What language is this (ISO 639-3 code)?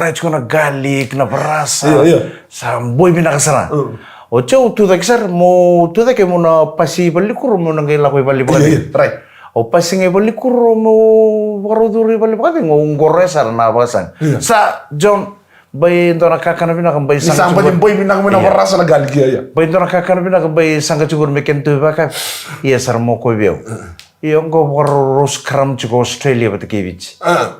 fij